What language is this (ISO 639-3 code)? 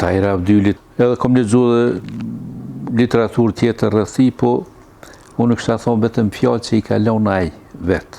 sqi